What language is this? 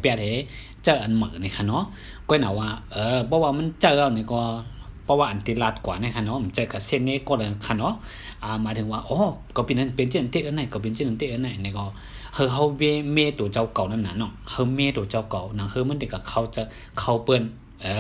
Shan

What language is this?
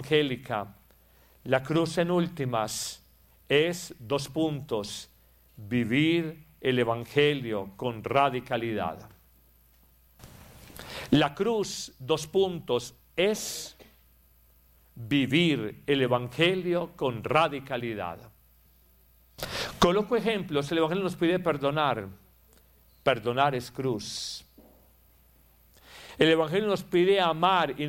Spanish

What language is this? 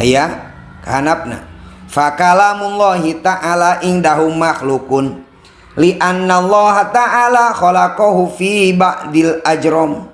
Sundanese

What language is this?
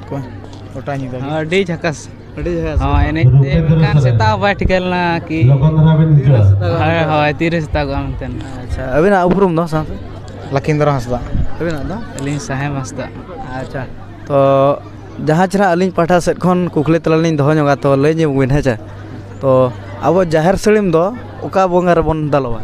Santali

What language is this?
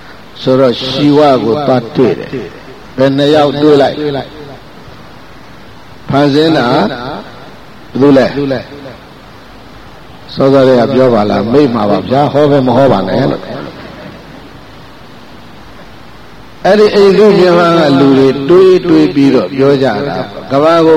Burmese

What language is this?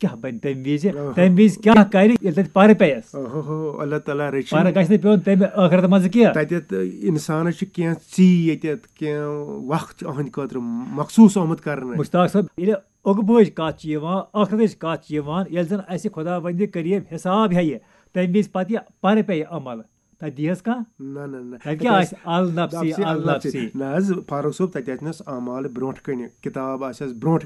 Kashmiri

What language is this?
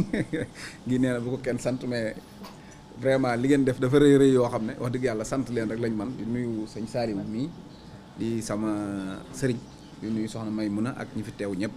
Wolof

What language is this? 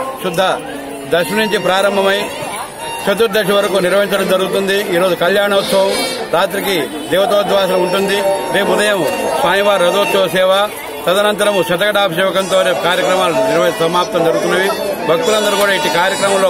Telugu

